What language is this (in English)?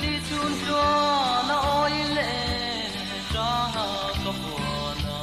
Mizo